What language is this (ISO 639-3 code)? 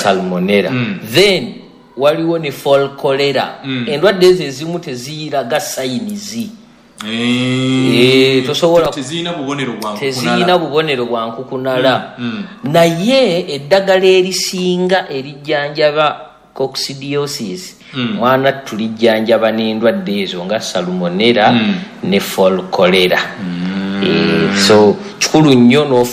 lug